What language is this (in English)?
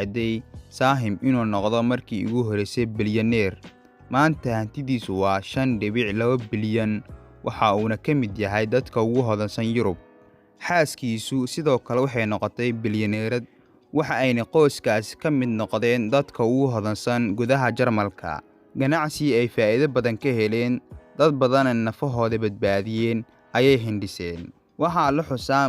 Somali